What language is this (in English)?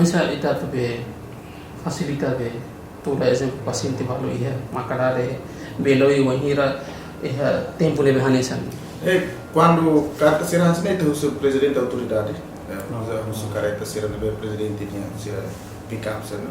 Tetum